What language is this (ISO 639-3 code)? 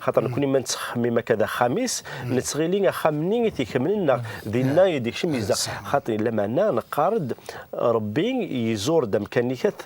kab